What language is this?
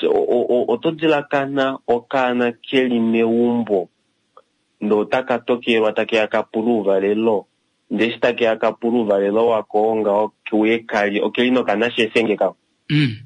Kuanyama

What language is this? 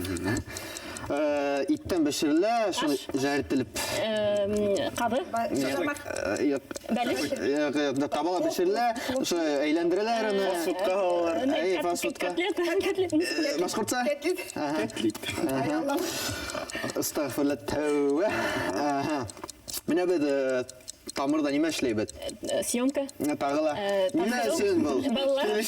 Bashkir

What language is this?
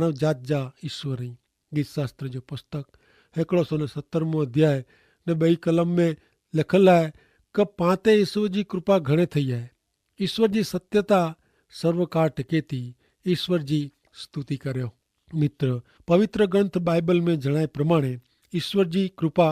Kachhi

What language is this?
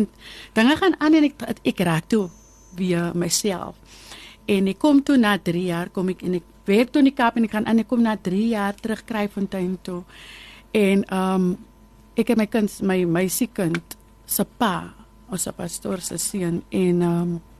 Afrikaans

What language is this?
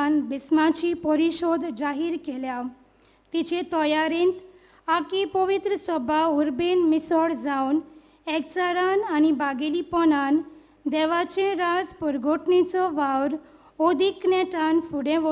Konkani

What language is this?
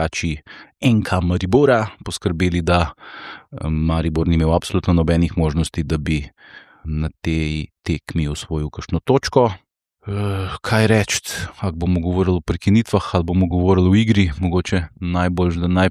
Slovenian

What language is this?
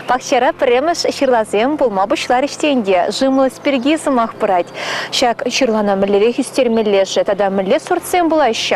Chuvash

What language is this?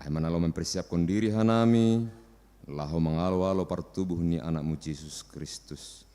Batak Simalungun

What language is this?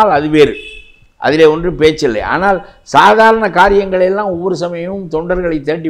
Tamil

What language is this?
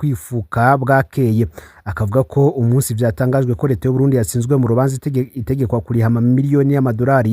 Rundi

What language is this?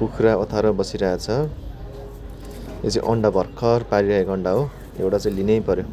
Nepali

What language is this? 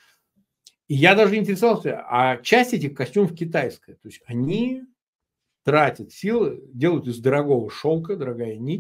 Russian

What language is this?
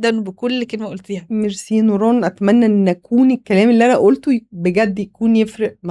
Egyptian Arabic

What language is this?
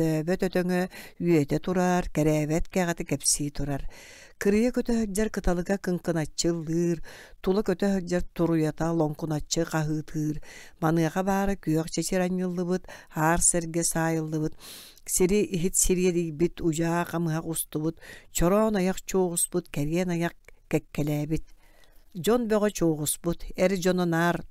Yakut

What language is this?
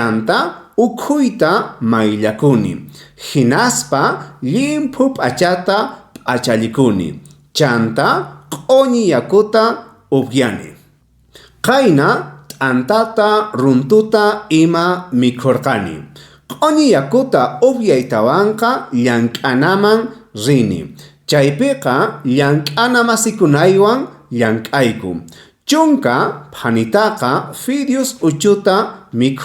South Bolivian Quechua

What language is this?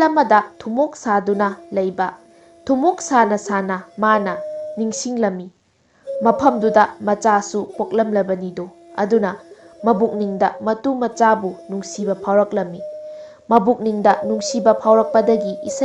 Manipuri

